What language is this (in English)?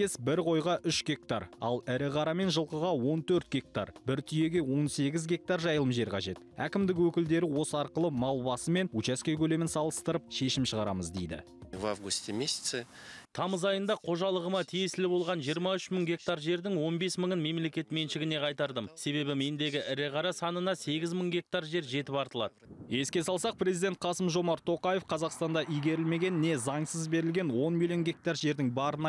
Kazakh